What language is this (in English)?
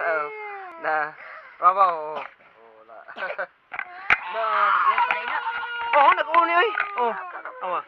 Cebuano